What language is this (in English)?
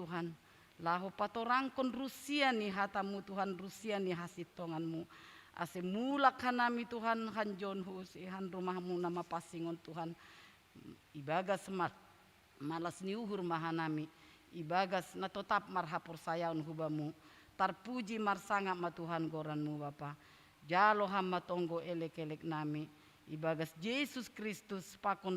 Batak Simalungun